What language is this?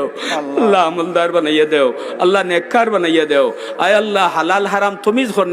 Sylheti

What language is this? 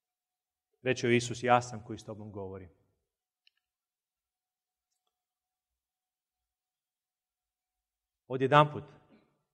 Croatian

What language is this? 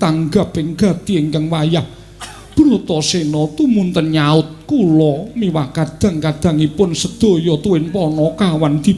Javanese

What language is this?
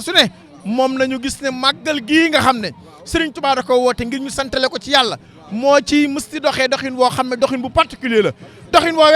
Wolof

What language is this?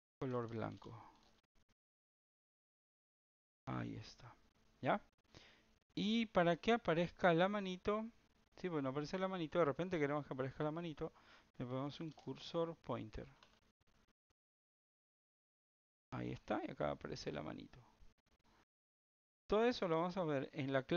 Spanish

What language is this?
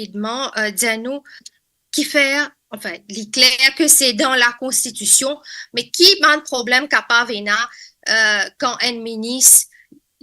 Morisyen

